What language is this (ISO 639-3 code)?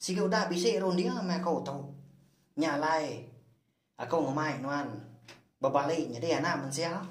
iba